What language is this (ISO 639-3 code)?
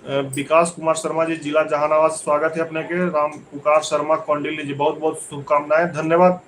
mag